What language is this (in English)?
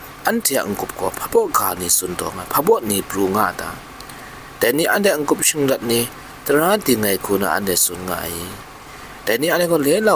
Kachin